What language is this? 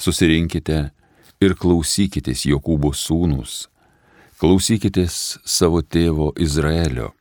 Lithuanian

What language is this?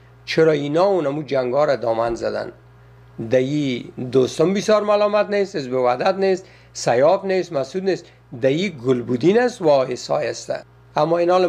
Persian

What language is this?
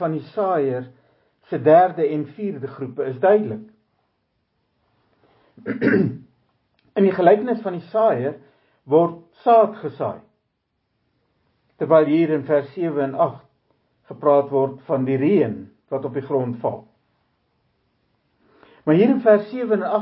Afrikaans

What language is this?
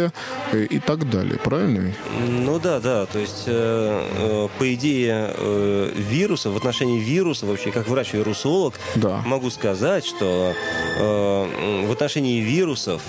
Russian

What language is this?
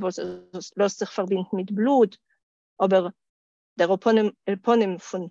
Yiddish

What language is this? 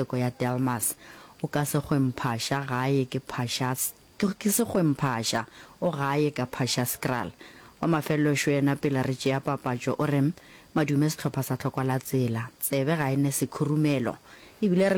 Northern Sotho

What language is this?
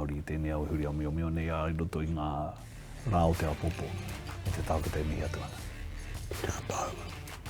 Māori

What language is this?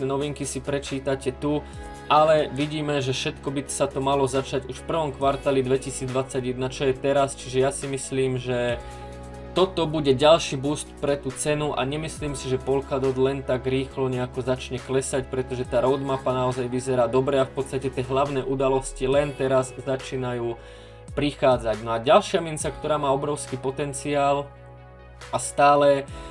Slovak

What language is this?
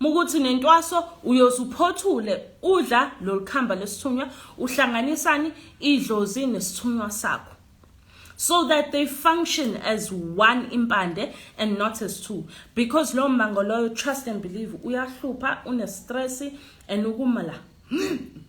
Zulu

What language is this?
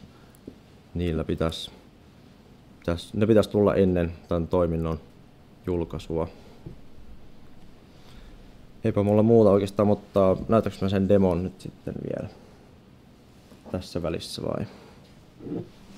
Finnish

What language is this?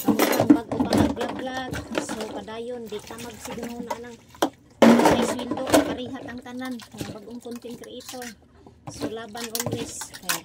Cebuano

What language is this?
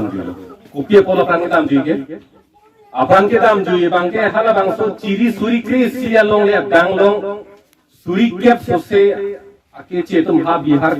Karbi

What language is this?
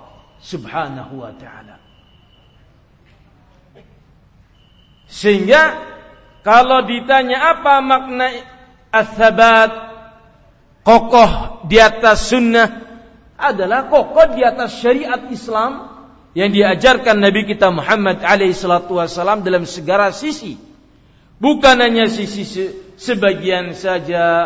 Indonesian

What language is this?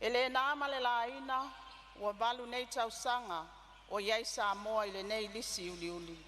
Samoan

